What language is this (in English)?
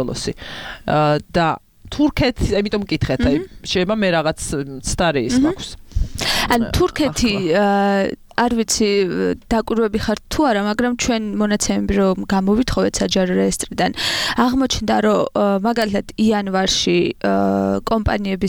Georgian